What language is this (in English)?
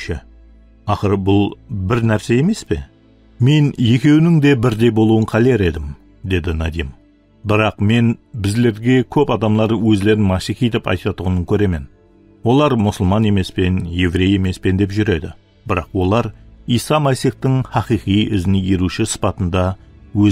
Kara-Kalpak